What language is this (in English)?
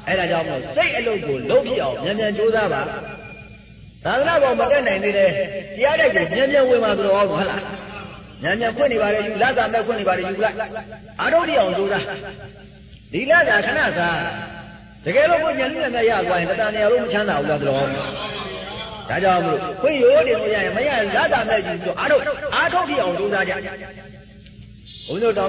Burmese